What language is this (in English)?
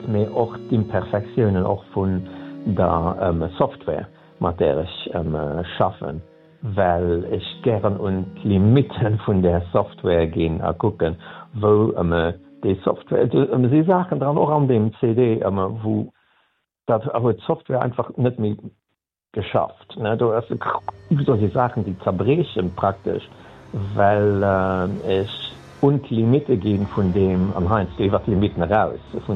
Luxembourgish